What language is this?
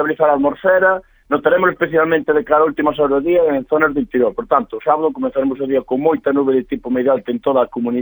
Galician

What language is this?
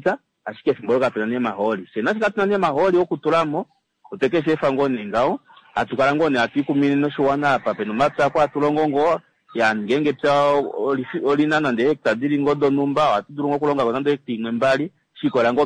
Kuanyama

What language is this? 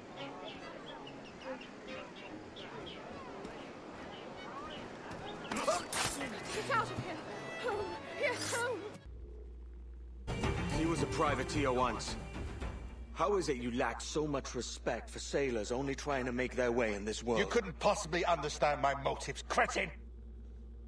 English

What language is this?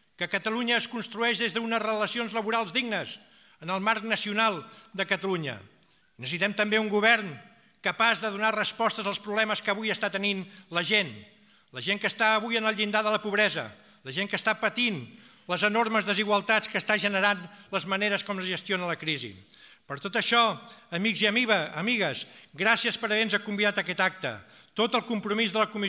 Catalan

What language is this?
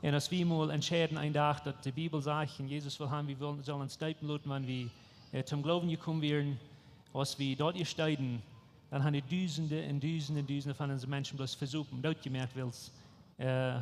Plautdietsch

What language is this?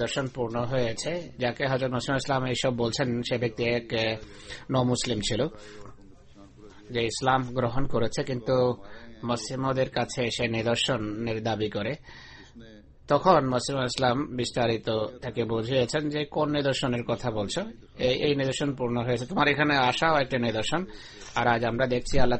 Bangla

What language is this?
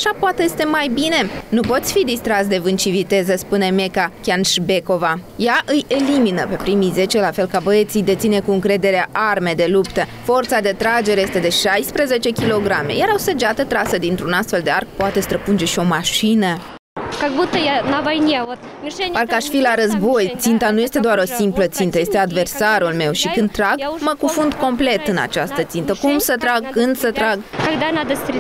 Romanian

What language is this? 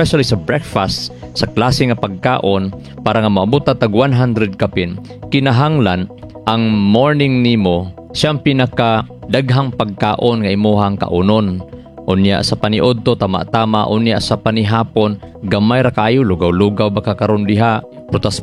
Cebuano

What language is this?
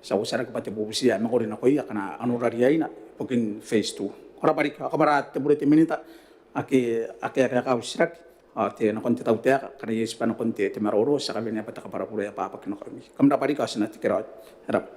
Gilbertese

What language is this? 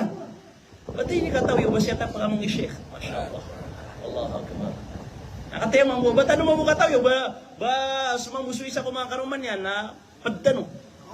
Maranao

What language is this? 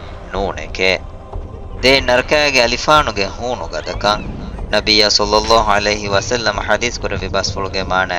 Divehi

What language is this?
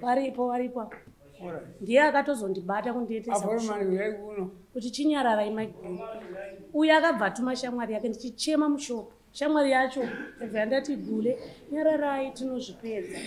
Shona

